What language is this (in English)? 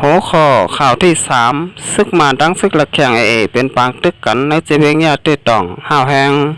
Shan